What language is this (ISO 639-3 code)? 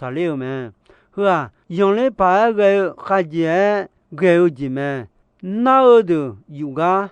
ahk